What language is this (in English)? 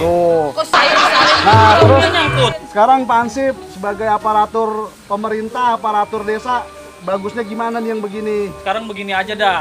Betawi